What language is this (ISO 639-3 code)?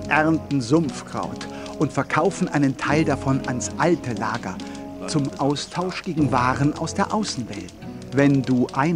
bar